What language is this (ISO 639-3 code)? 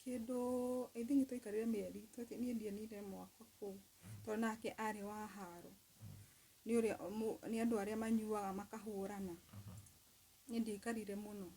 kik